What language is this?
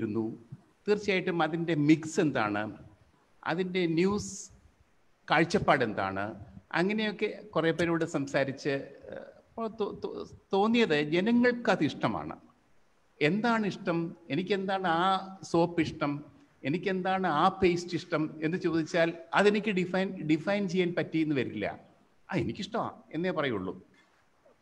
Malayalam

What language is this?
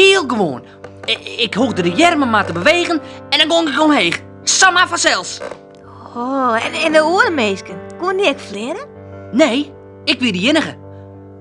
Western Frisian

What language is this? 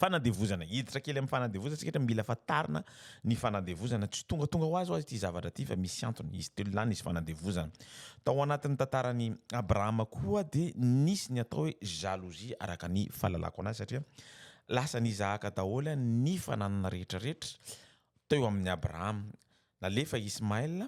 Malagasy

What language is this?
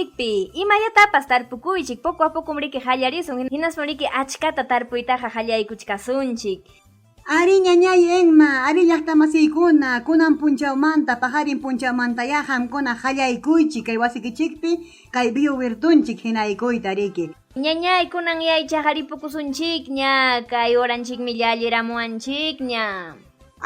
Ayacucho Quechua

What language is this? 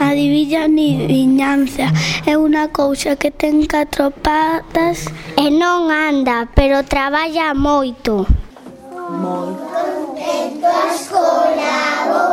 Galician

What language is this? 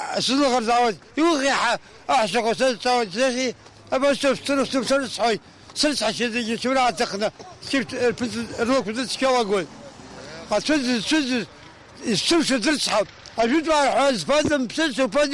Abkhazian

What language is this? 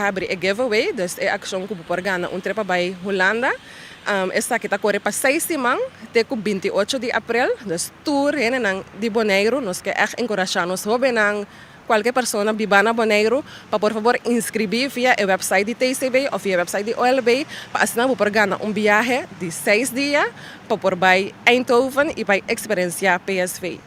Papiamento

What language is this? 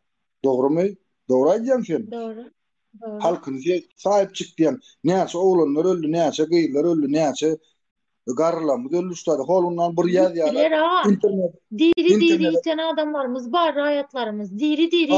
Turkmen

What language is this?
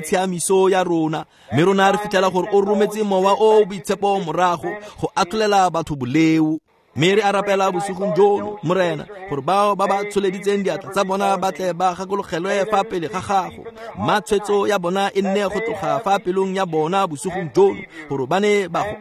Tswana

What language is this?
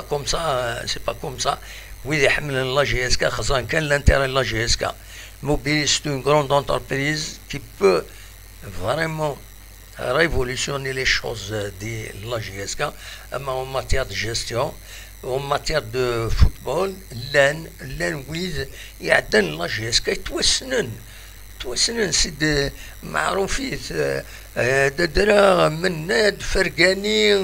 Kabyle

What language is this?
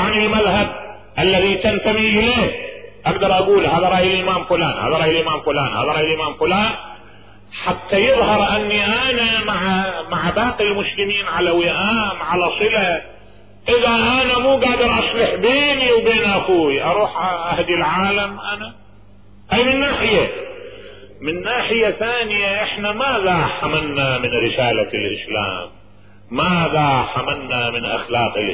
Mesopotamian Arabic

